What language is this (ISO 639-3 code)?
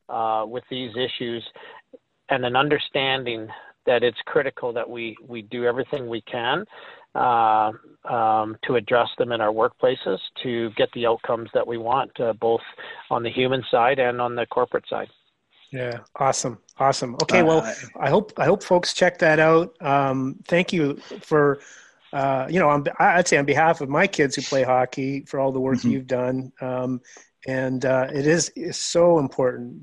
eng